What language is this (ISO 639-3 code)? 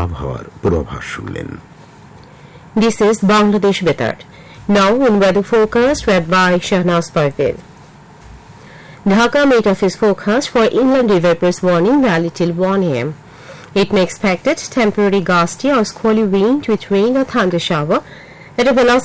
ben